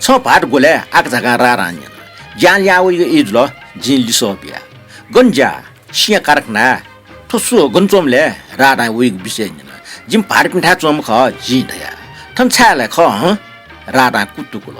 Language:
Newari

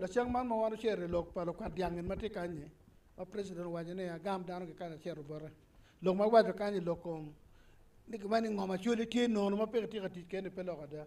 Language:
Acoli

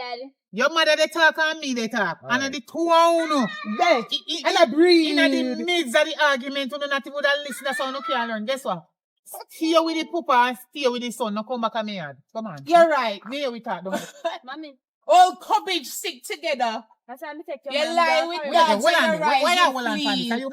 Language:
Jamaican Creole English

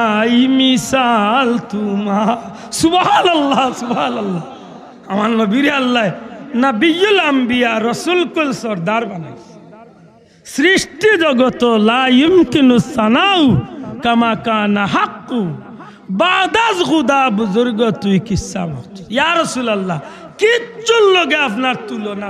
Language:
Sylheti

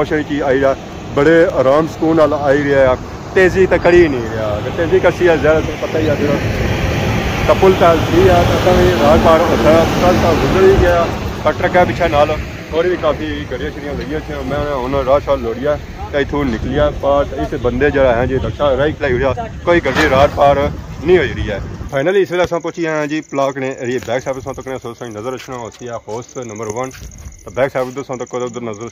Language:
Pahari-Potwari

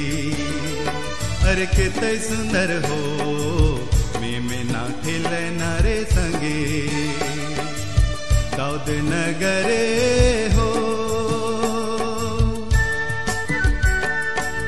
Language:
Sadri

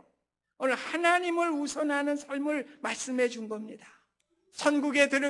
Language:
Korean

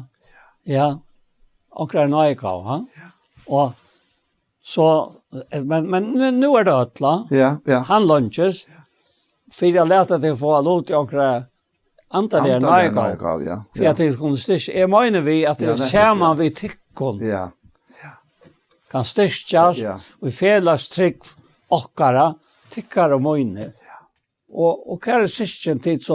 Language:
Faroese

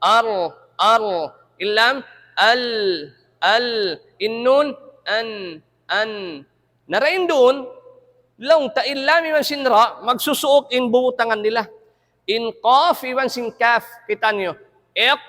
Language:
Tausug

